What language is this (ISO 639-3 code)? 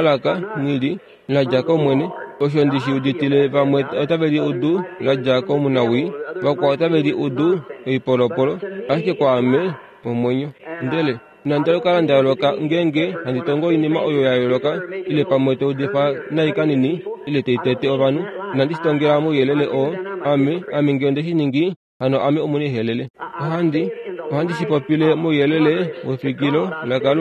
kua